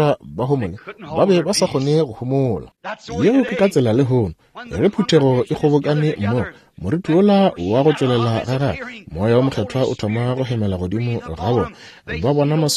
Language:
Northern Sotho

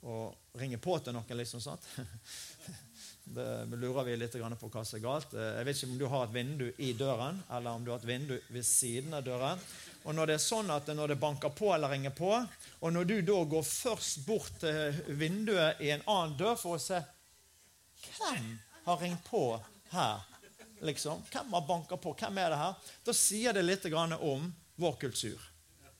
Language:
Norwegian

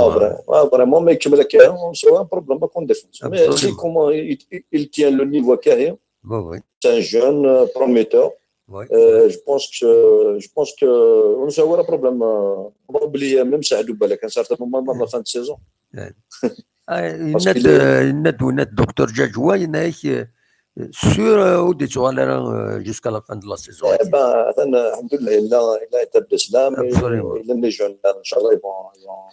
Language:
Kabyle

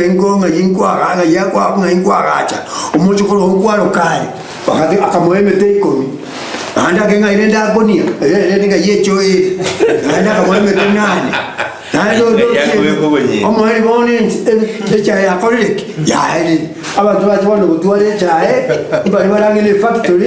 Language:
Gusii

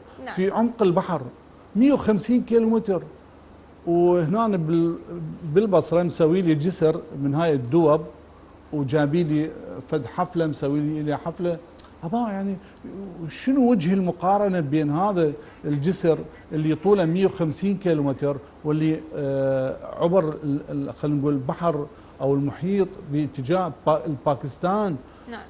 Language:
Mesopotamian Arabic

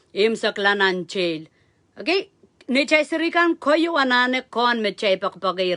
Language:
Pohnpeian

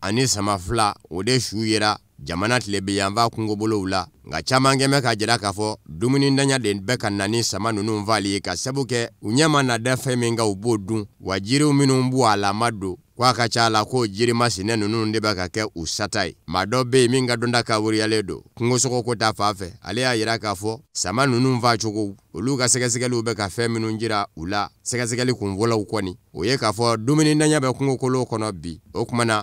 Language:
Bambara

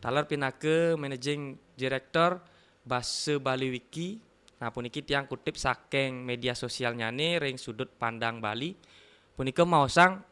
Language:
Balinese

